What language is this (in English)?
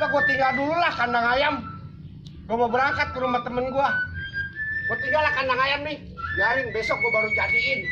Betawi